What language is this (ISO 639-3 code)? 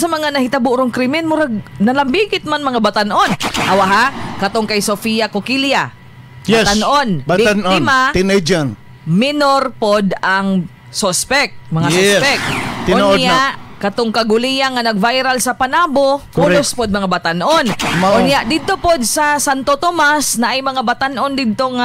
ceb